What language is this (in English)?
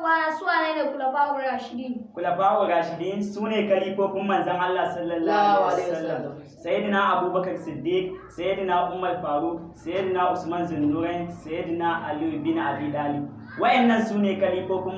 Hausa